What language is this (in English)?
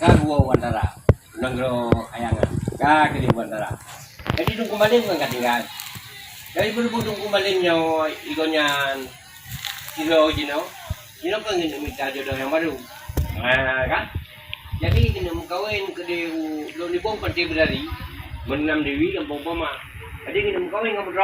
Achinese